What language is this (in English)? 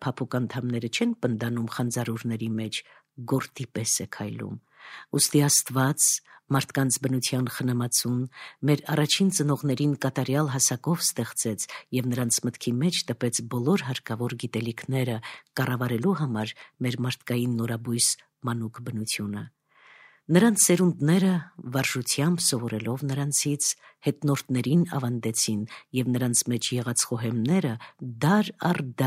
Armenian